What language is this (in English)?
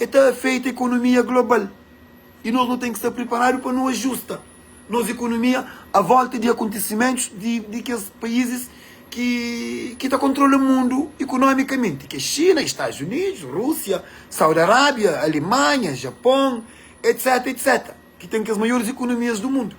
Kabuverdianu